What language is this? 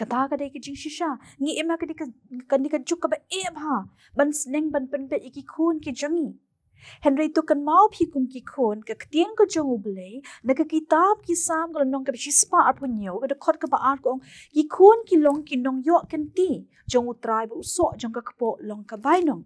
Khasi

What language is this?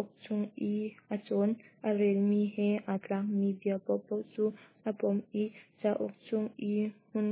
Hakha Chin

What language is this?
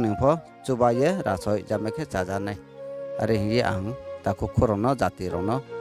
Riang (India)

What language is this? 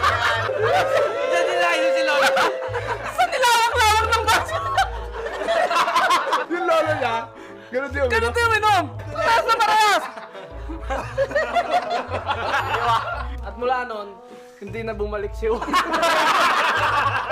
Filipino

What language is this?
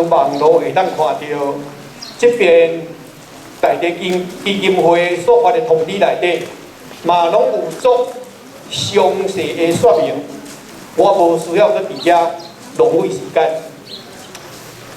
Min Nan Chinese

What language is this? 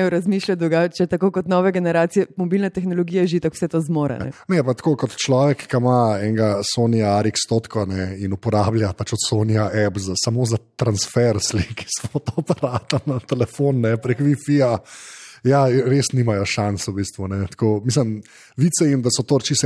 Slovenian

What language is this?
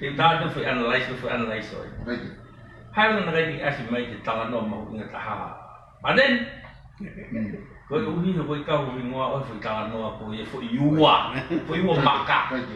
Tongan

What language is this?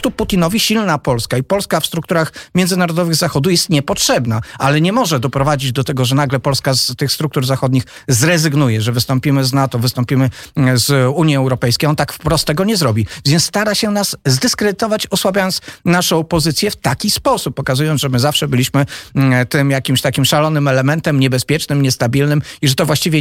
Polish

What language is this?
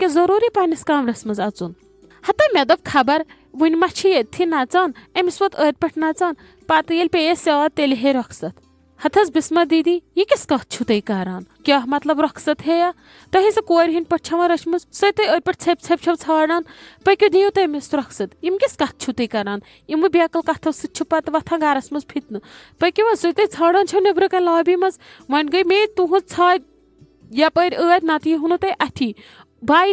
Kashmiri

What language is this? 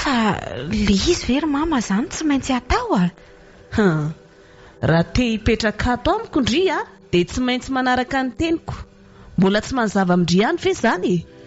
Malagasy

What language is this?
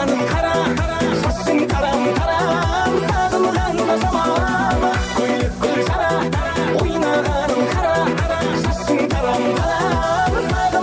Kara-Kalpak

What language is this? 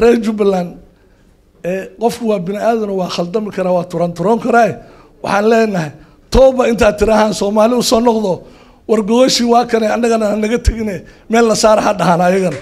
Somali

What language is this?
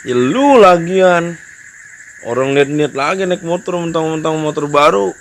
Betawi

